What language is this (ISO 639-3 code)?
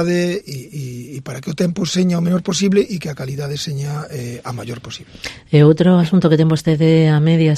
glg